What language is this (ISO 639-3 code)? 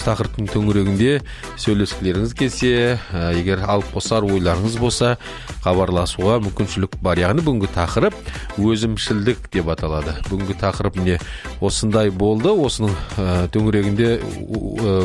kaz